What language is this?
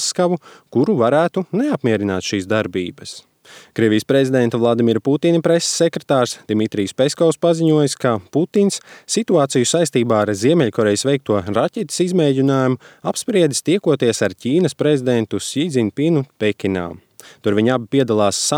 Latvian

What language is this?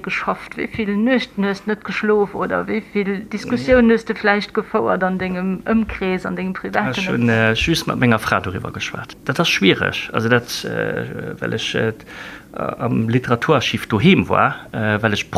Luxembourgish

